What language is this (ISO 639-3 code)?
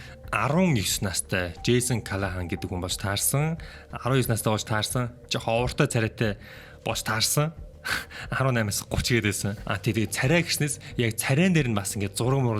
mon